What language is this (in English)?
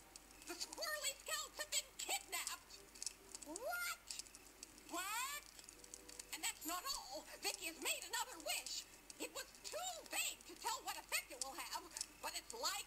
English